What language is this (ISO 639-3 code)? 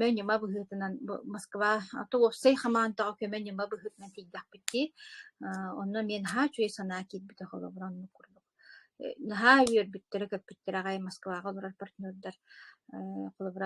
sah